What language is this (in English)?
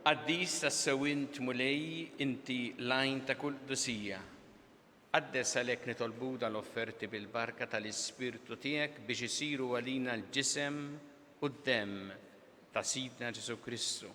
Maltese